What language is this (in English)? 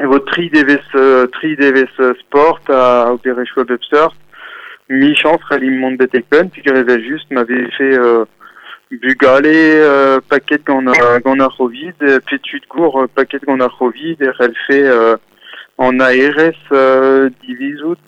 Breton